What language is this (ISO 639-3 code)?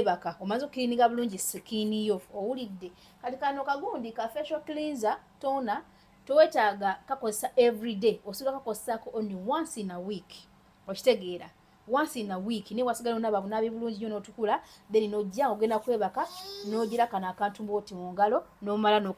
lug